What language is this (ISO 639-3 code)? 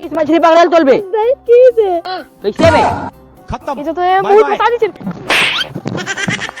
hne